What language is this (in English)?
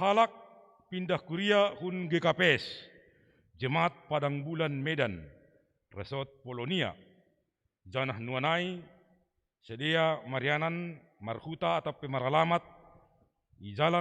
Batak Simalungun